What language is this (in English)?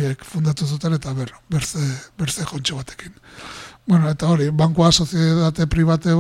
Basque